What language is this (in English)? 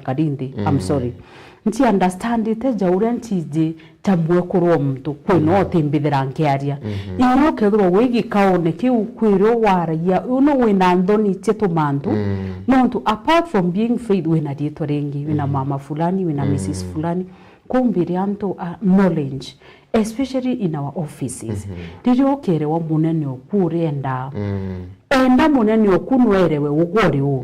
Meru